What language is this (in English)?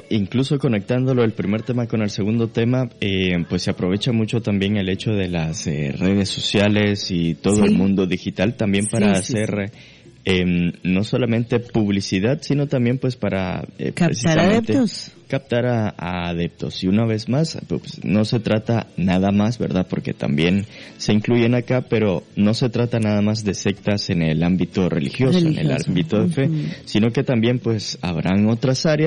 Spanish